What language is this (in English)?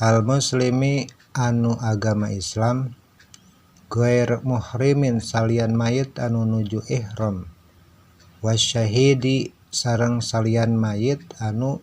Sundanese